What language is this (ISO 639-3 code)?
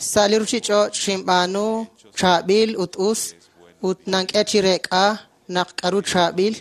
kek